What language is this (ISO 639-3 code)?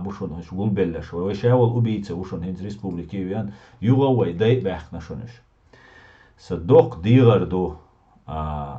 che